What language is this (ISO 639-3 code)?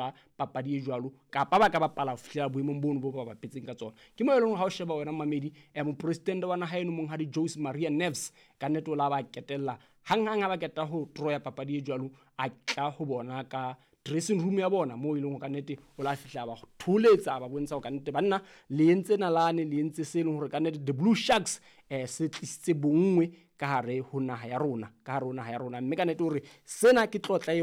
sot